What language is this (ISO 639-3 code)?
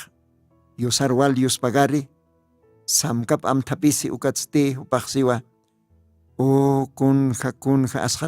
aym